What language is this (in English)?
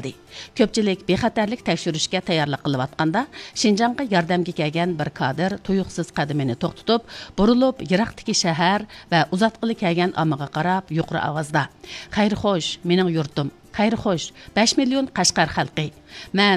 Uyghur